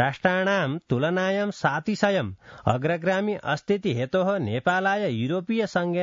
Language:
Sanskrit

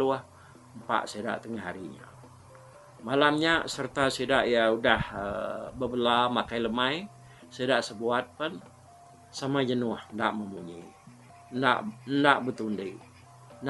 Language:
Iban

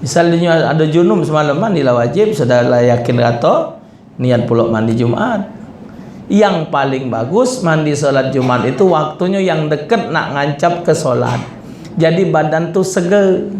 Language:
Musi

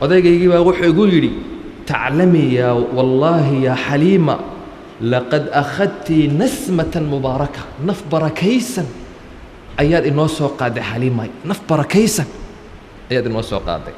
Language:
Somali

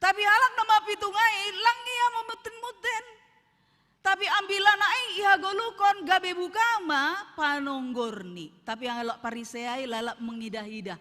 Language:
Batak Simalungun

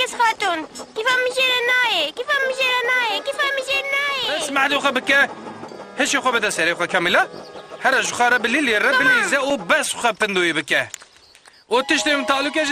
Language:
Kurdish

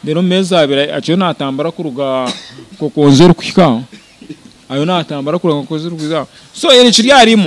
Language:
Nyankole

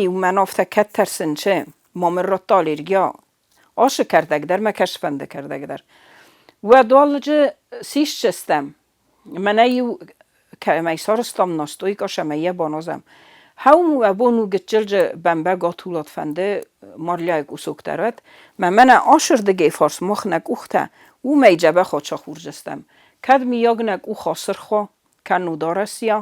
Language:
Ossetic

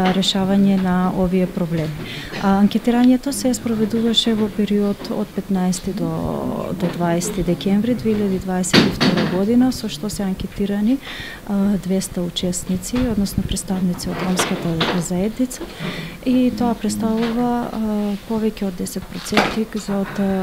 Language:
Macedonian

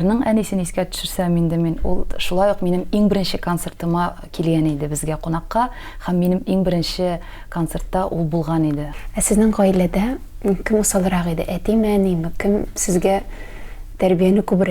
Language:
Tatar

